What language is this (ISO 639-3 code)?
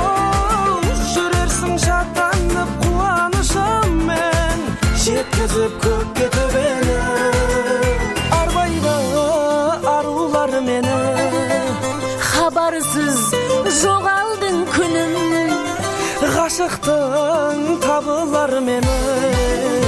kaz